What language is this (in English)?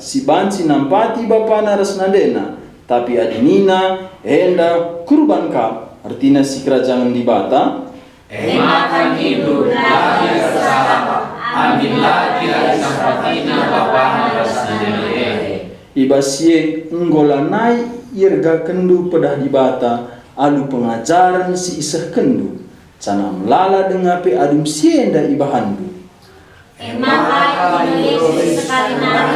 Batak Karo